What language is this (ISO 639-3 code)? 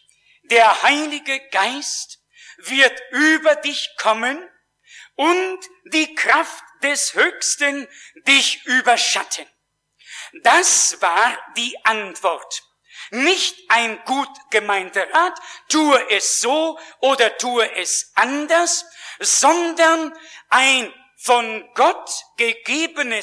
deu